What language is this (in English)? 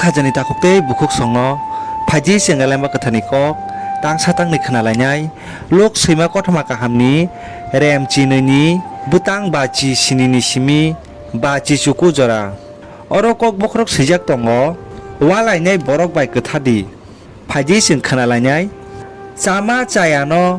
Kok Borok